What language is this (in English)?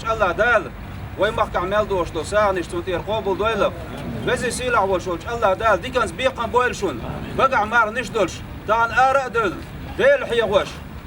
Chechen